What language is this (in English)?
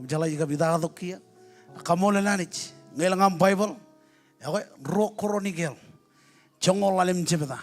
Marshallese